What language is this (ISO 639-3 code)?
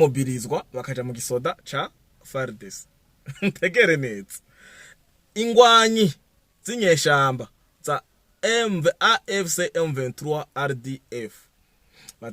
run